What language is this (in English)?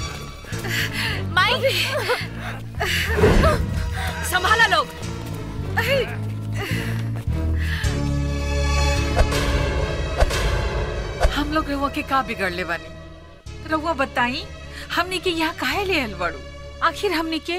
Bhojpuri